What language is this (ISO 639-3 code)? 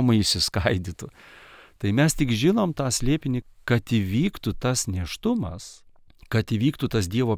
lit